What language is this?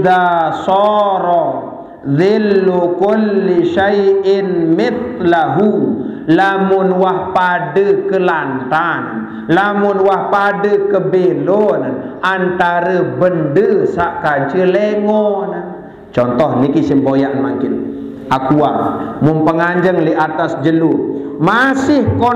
Sasak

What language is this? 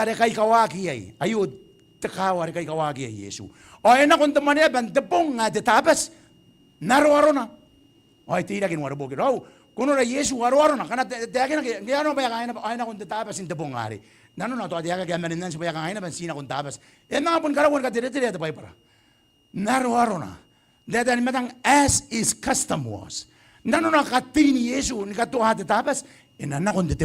Gilbertese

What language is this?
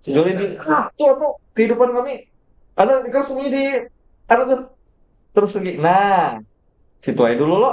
Banjar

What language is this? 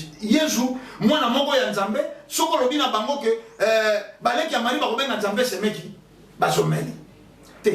Lingala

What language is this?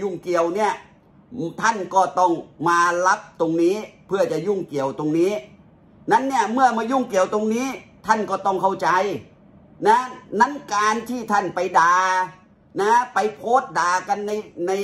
Thai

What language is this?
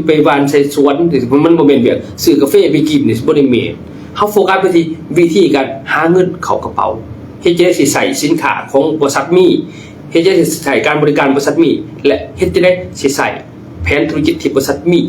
Lao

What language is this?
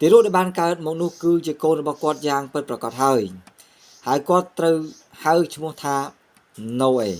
Khmer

